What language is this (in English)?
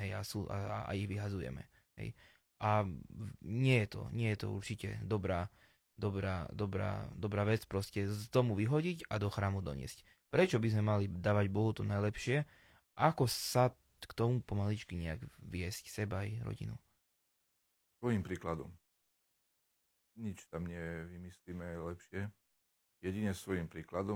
Slovak